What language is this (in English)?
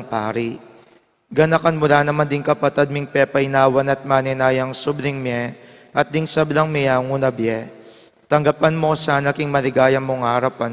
Pampanga